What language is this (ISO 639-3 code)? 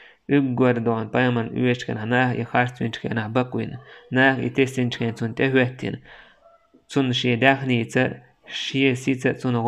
che